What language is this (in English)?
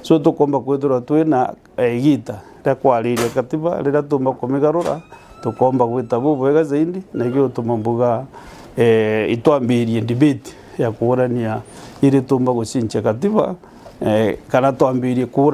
Meru